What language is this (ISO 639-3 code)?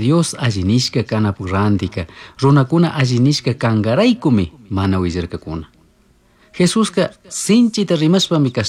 qug